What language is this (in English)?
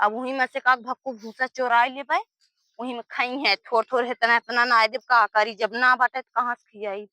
Awadhi